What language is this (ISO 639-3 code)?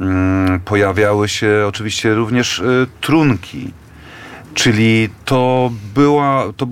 pol